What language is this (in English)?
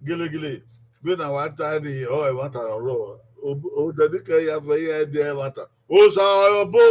Bini